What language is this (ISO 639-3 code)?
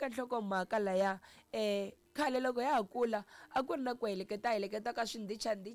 tso